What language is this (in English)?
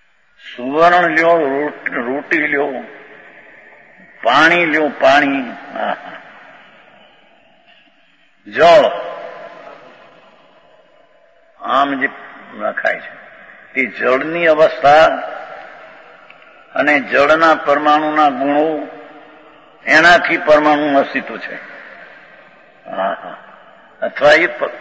Gujarati